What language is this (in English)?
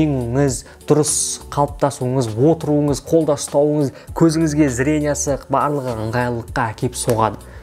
Kazakh